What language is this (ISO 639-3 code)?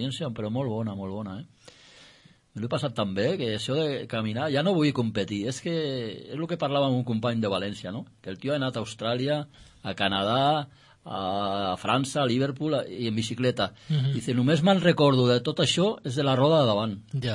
cat